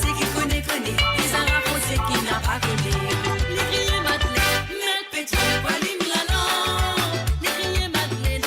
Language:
Morisyen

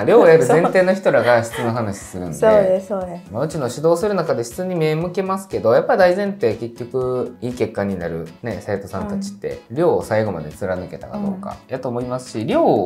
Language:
Japanese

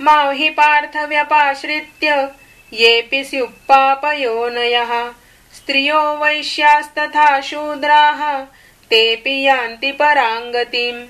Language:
Sanskrit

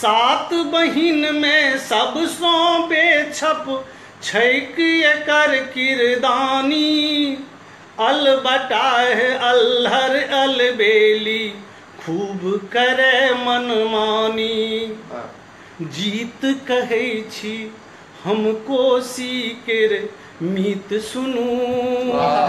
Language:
Maithili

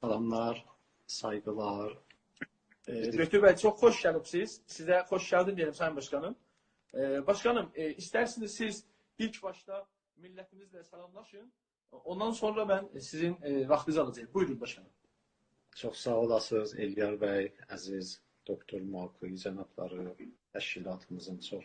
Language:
South Azerbaijani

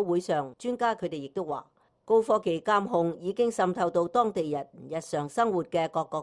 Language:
Cantonese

